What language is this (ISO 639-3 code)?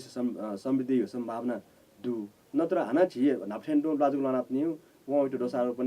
new